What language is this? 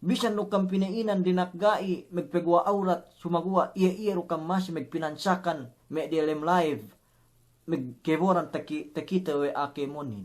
Yakan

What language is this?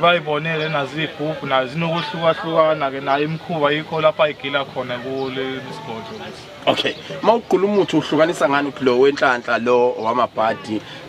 Zulu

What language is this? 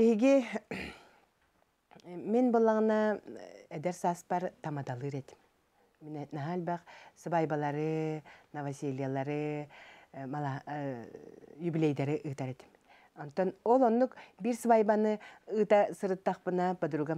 Yakut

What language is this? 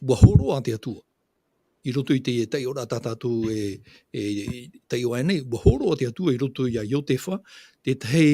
Tahitian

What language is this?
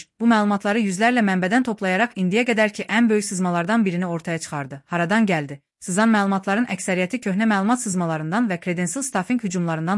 Azerbaijani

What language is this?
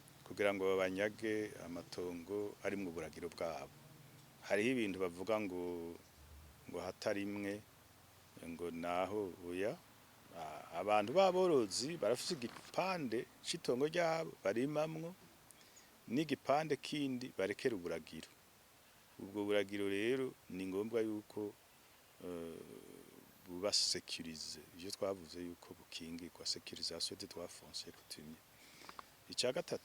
Rundi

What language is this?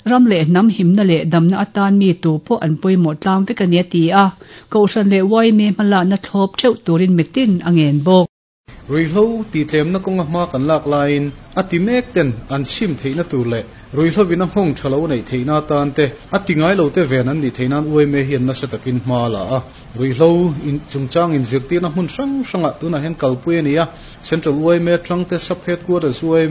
Mizo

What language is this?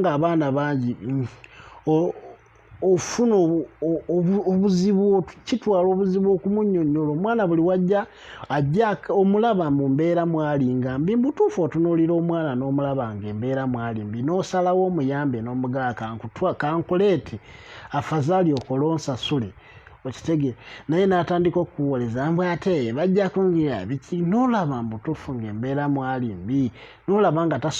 Ganda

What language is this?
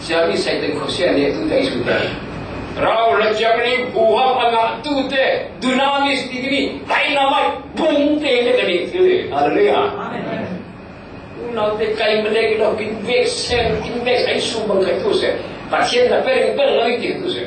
Falam Chin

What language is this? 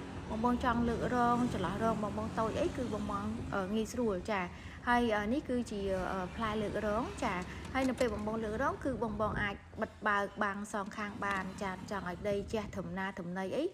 Khmer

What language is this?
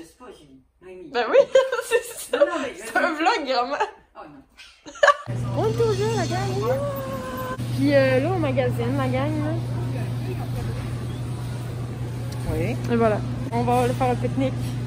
French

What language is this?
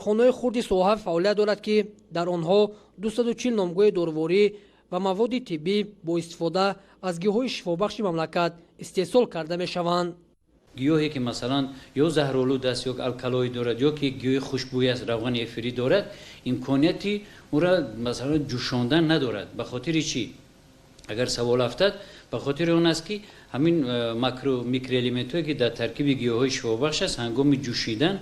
Tajik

